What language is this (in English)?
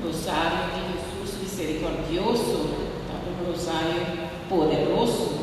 Papiamento